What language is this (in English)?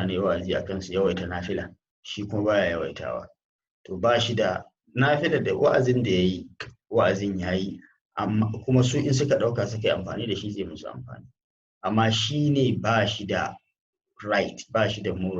Hausa